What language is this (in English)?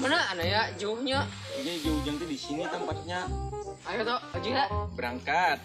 Banjar